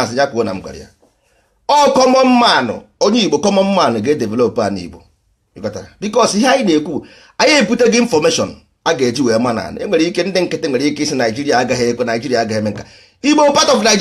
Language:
Igbo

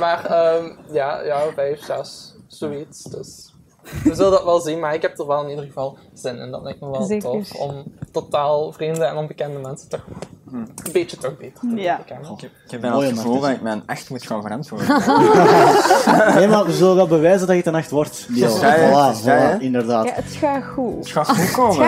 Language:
Dutch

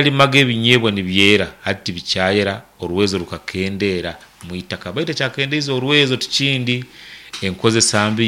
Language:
Nyankole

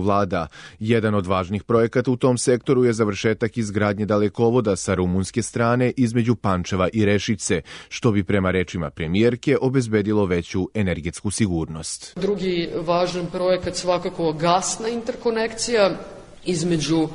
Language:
Serbian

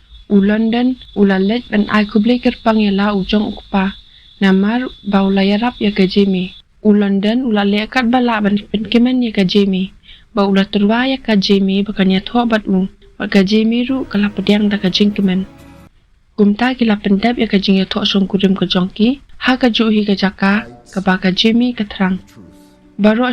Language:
Khasi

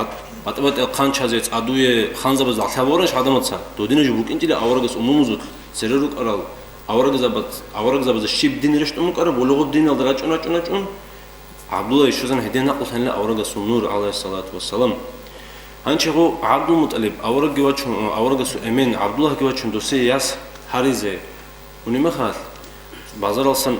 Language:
Avaric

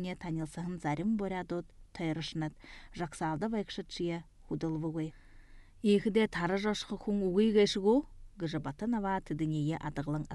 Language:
Buriat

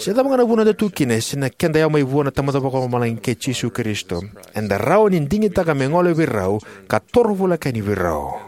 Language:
Fijian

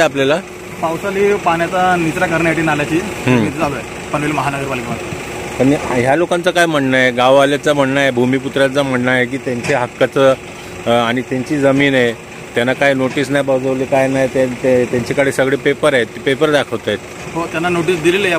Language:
Marathi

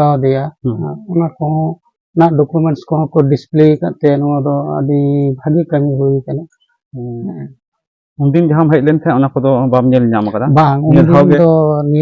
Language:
Santali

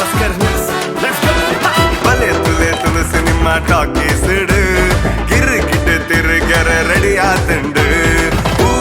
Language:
Tulu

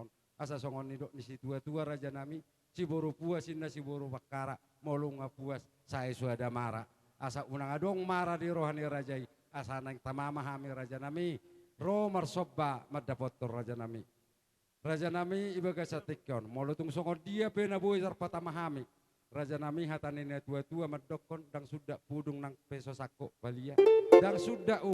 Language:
Batak Toba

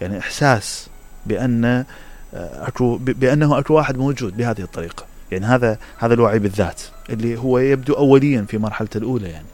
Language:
Mesopotamian Arabic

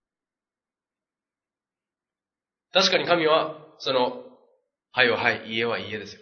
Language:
Japanese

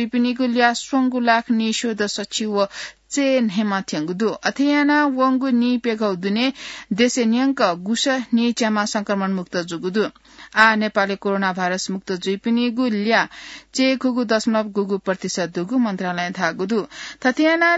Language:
Newari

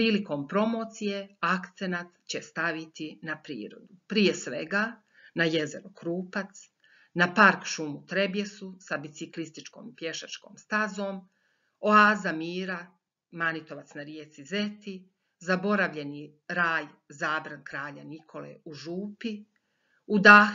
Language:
Serbian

